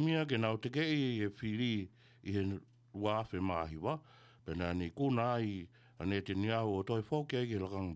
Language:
Tongan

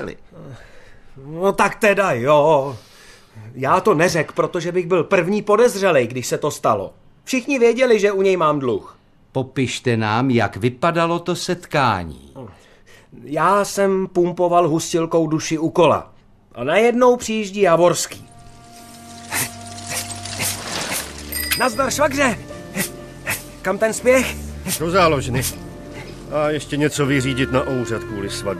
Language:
Czech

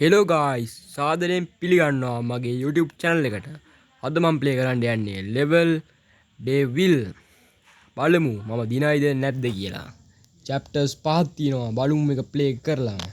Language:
Sinhala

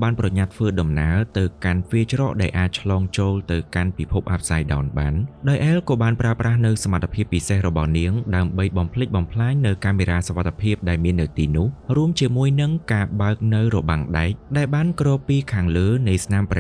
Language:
Khmer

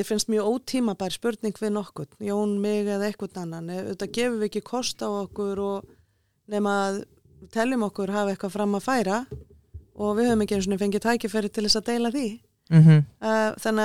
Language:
Icelandic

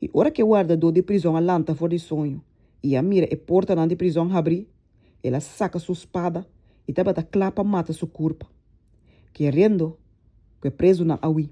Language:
Papiamento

